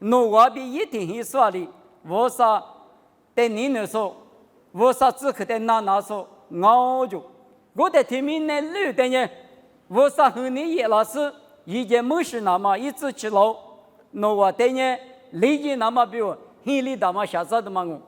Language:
Lisu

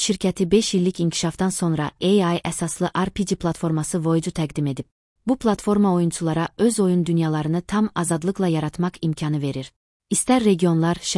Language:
Azerbaijani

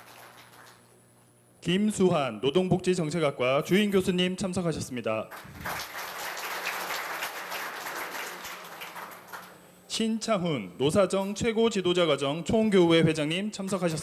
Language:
Korean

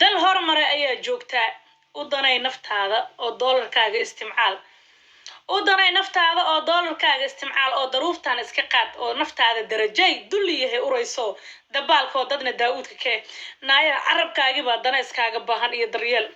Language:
Somali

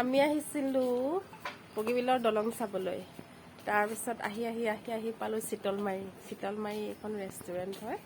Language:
Assamese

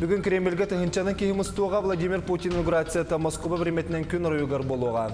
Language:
Yakut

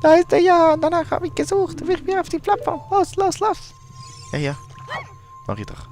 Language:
Swiss German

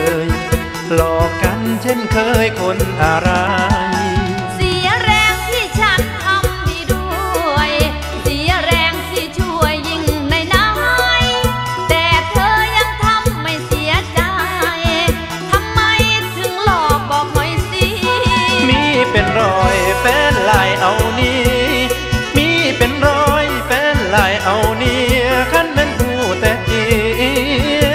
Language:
Thai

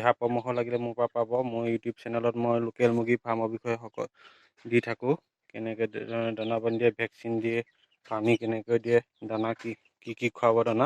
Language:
Assamese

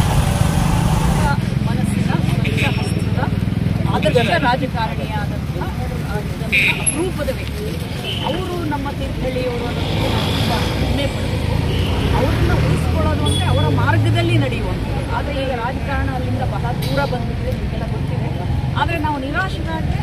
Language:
Kannada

